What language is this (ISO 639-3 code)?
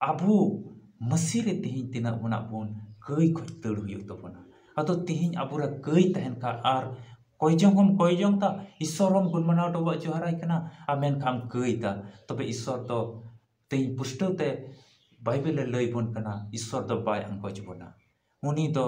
sat